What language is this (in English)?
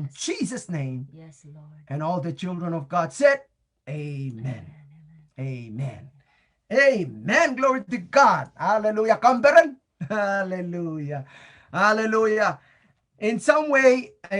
Pohnpeian